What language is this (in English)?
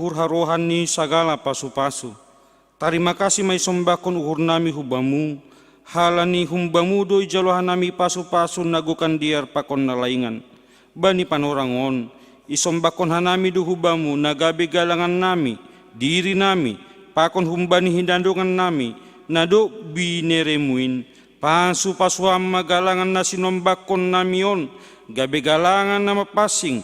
Batak Simalungun